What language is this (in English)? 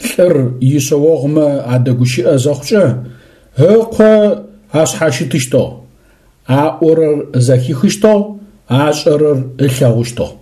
Adyghe